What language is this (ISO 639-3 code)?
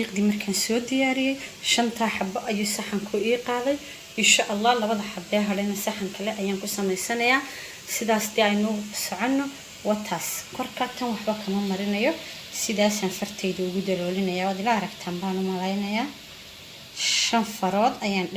som